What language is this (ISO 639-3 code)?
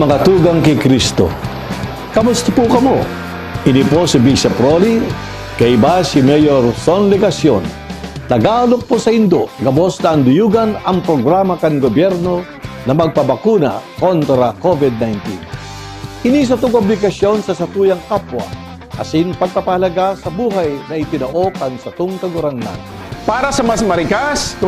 bik